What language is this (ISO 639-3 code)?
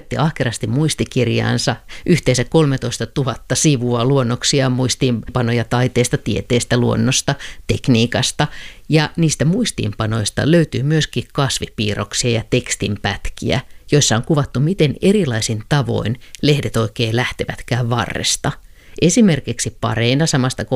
fin